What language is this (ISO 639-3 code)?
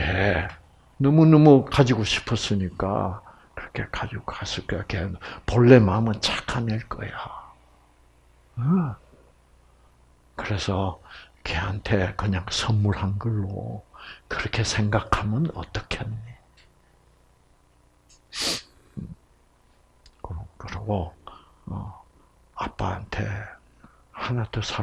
kor